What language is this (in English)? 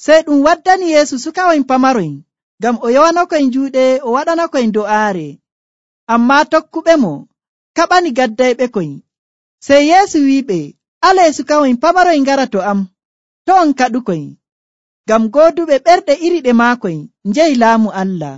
Nigerian Fulfulde